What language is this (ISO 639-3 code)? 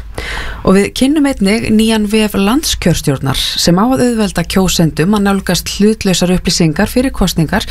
isl